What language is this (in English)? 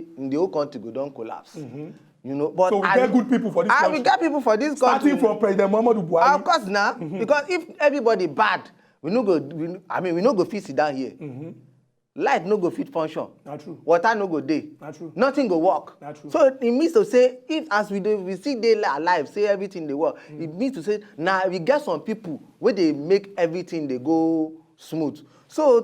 Nigerian Pidgin